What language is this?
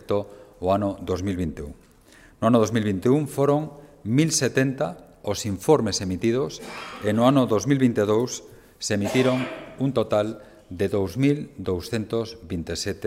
Galician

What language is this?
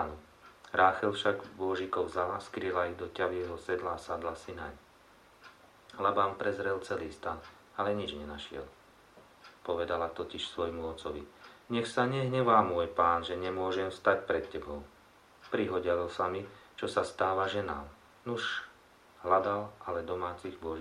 Slovak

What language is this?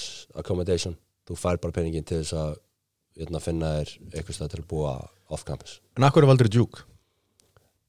Icelandic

